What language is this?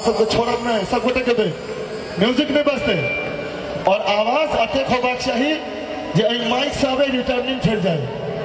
Maithili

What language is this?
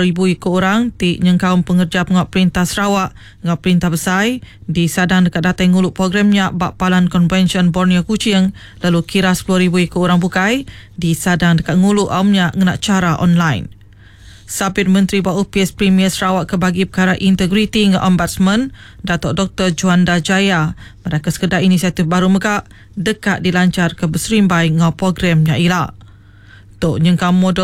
Iban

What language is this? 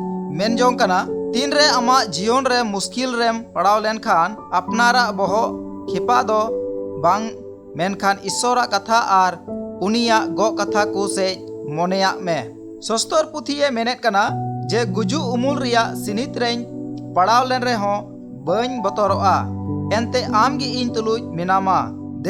Santali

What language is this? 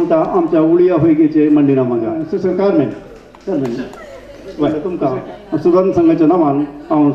Konkani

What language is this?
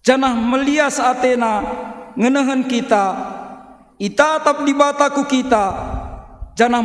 Batak Karo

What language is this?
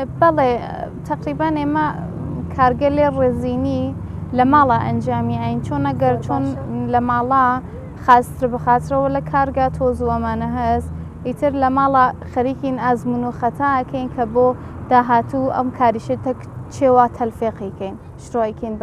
Central Kurdish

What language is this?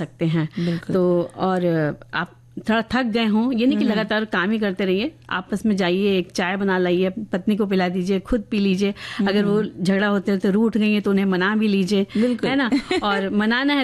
Hindi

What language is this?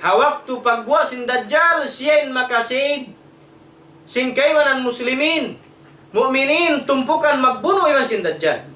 Tausug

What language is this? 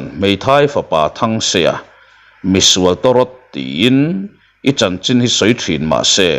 Mizo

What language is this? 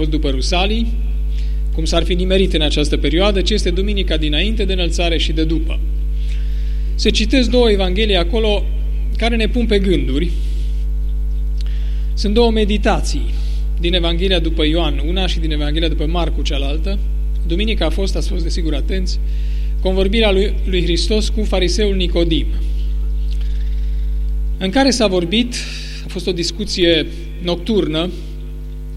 Romanian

